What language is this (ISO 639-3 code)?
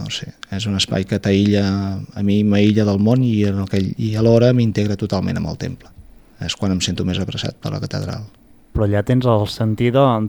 cat